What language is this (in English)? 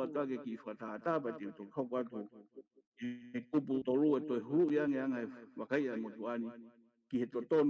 Tongan